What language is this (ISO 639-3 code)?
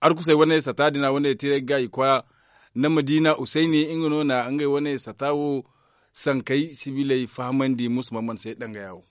dje